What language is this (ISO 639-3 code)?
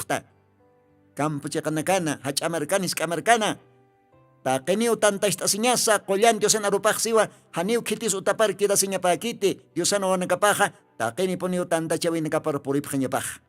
aym